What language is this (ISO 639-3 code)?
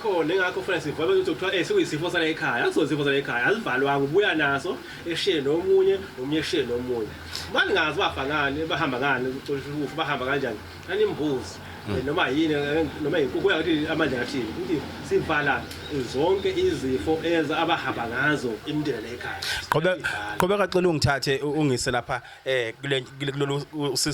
zul